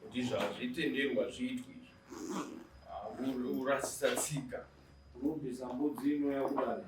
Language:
Shona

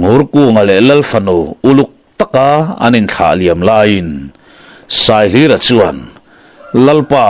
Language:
Mizo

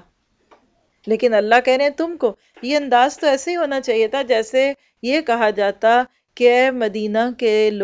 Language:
Urdu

